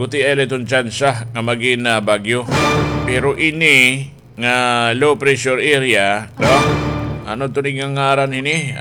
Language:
Waray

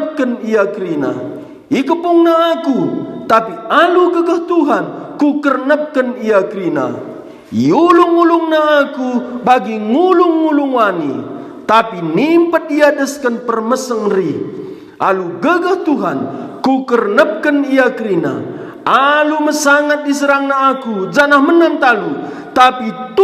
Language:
Batak Karo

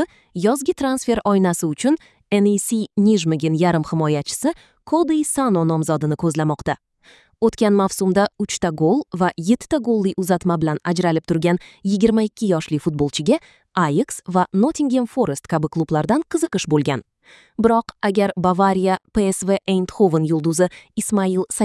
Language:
Uzbek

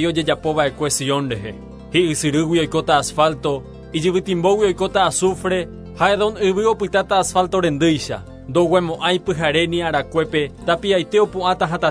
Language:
Guarani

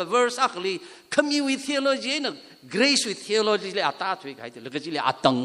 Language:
Tangkhul Naga (India)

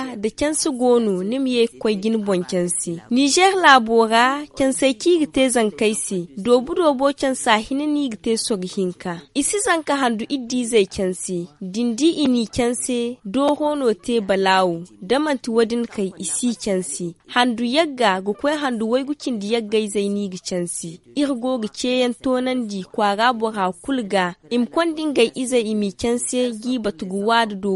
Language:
Zarma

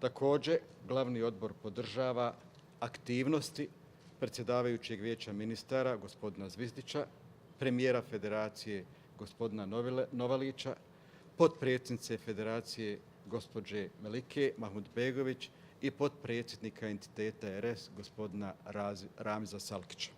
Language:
Bosnian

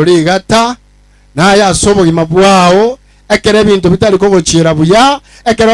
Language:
Gusii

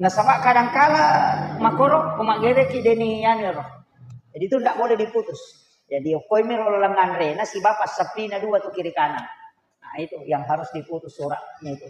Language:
Buginese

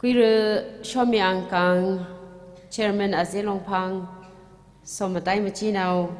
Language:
Tangkhul Naga (India)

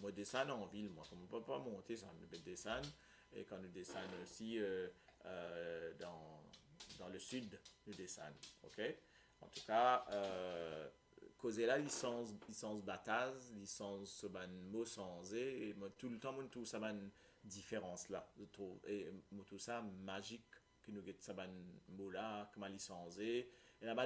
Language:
Morisyen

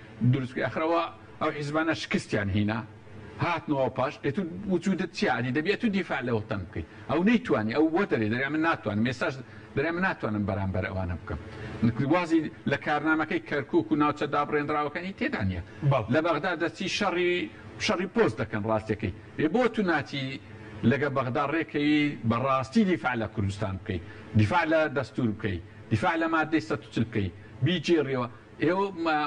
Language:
Central Kurdish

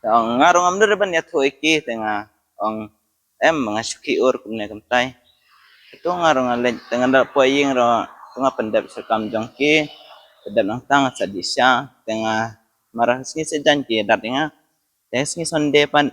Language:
Khasi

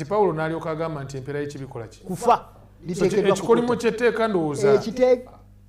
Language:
Ganda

